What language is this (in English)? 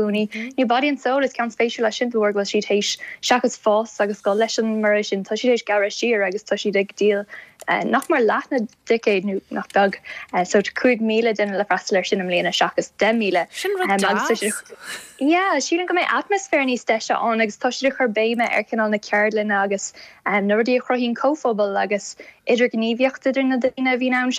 Irish